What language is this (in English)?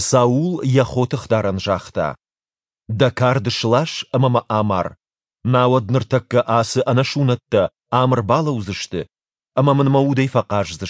Ossetic